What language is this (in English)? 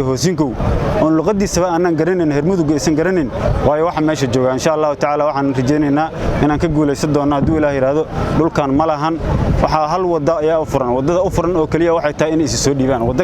Somali